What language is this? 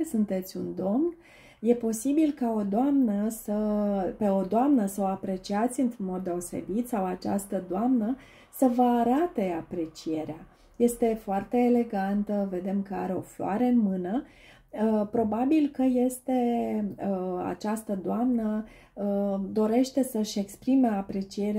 Romanian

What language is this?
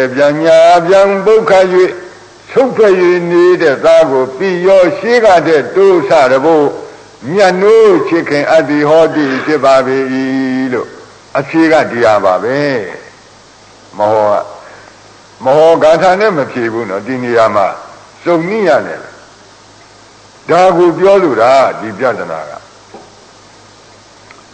Burmese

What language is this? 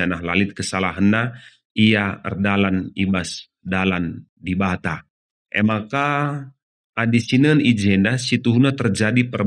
Batak Karo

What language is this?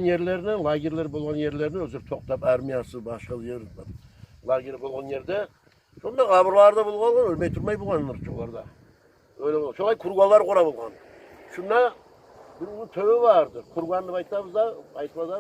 Kumyk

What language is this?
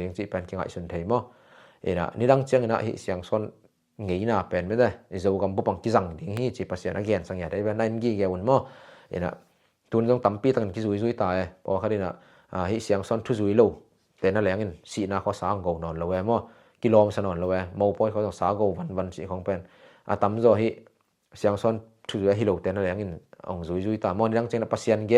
Tedim Chin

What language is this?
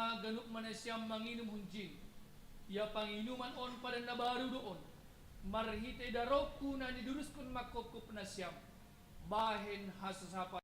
Batak Simalungun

